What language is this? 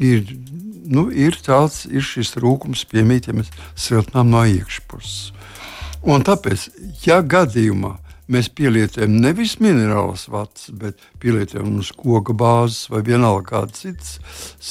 Latvian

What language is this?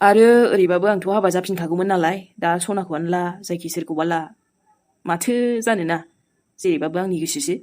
Bodo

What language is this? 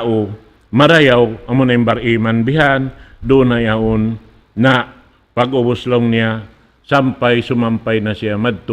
Tausug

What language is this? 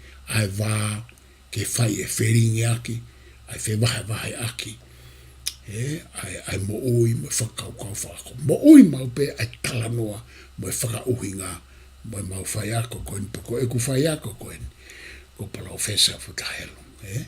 Tongan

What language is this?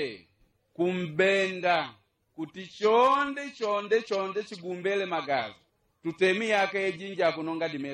Yao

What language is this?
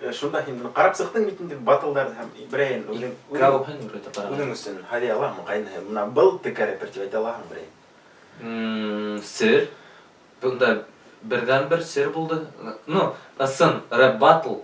Bashkir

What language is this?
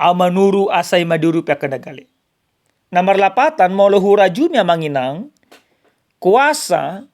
Batak Toba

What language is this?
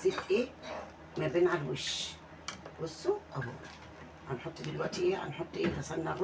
Egyptian Arabic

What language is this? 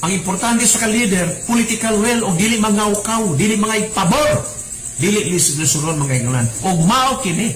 Cebuano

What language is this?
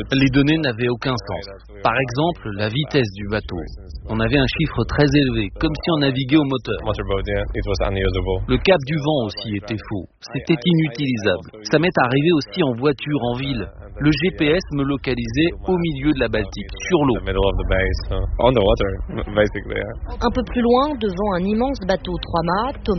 French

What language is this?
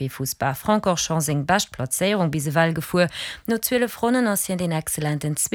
Luxembourgish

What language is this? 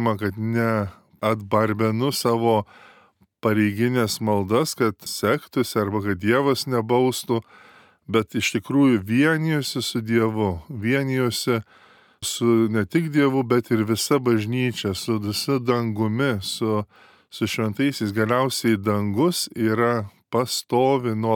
Lithuanian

